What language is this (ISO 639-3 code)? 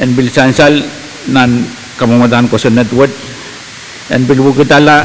pon